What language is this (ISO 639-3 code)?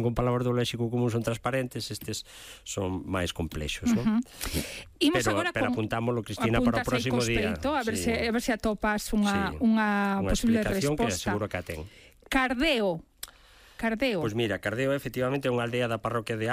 glg